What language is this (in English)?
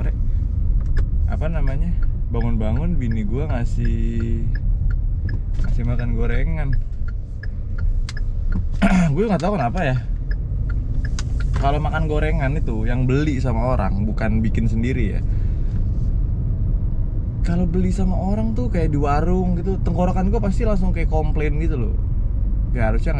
Indonesian